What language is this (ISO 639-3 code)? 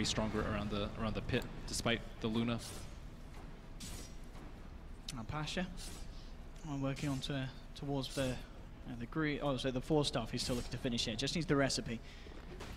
tha